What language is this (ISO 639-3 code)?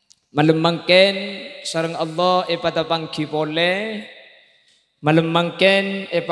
mad